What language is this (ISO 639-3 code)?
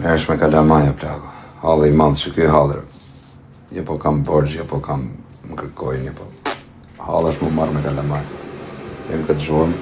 sqi